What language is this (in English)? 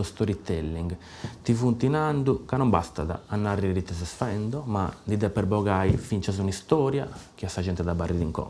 Sardinian